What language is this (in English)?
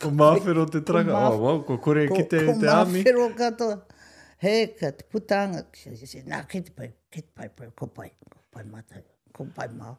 Māori